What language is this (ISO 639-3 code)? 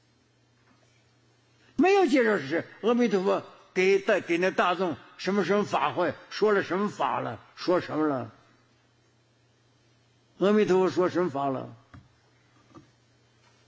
zho